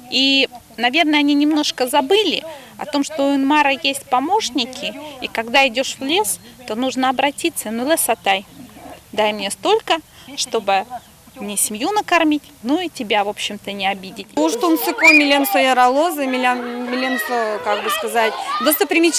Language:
Udmurt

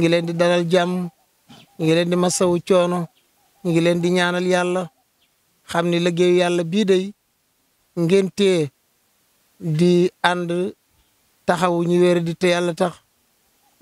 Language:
Wolof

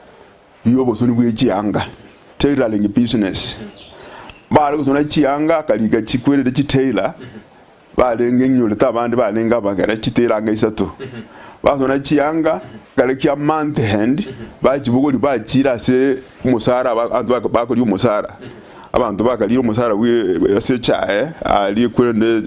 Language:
Gusii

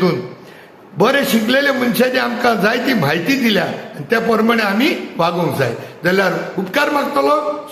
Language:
Konkani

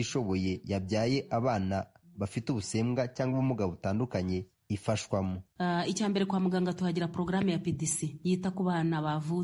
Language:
Kinyarwanda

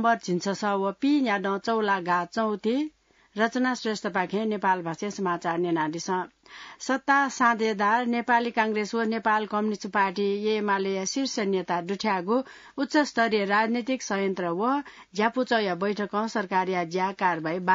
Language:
Newari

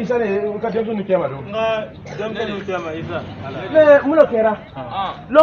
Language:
Bambara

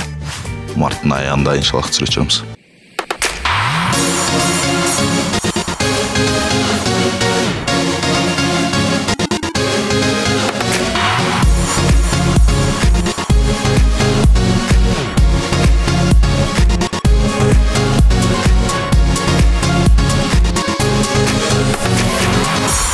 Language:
Kazakh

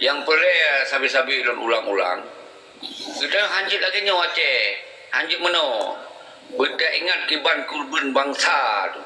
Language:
Achinese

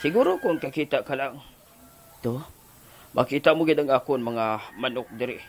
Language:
Hiligaynon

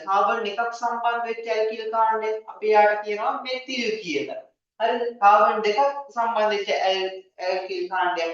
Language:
Sinhala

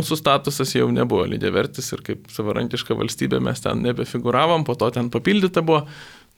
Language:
Lithuanian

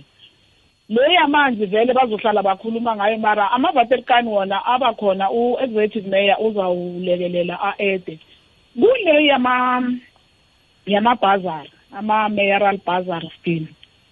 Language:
South Ndebele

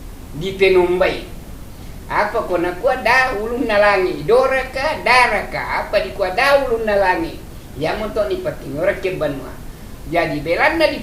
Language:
Toraja-Sa'dan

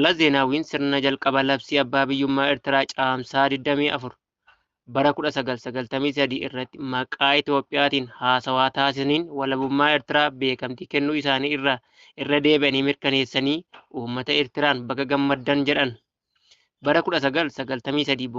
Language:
Oromo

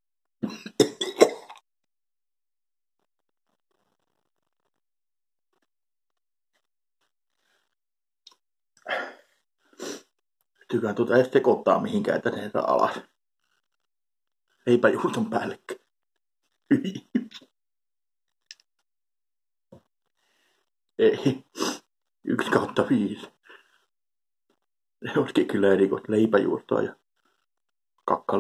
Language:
Finnish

